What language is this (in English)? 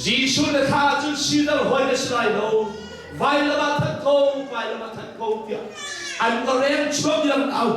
Hakha Chin